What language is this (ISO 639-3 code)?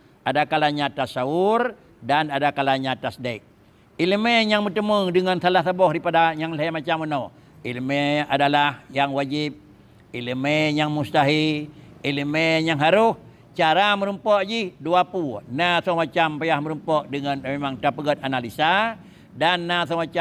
ace